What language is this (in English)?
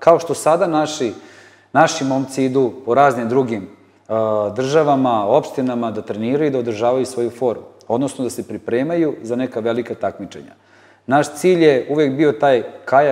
Serbian